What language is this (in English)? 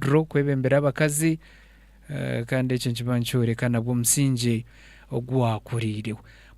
Nyankole